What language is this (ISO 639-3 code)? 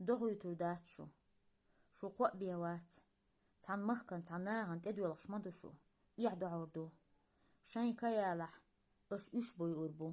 che